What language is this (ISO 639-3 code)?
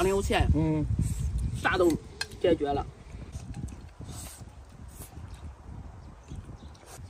zho